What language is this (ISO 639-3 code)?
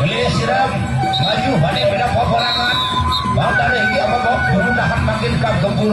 sas